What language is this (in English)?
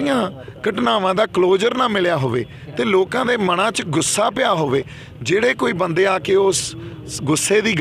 Punjabi